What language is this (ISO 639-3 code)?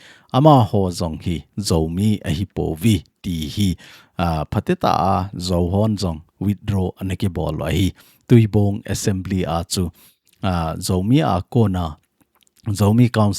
tcz